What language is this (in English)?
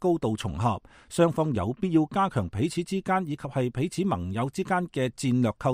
Cantonese